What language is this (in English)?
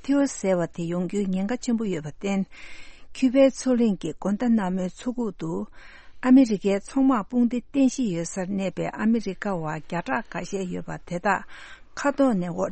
Tibetan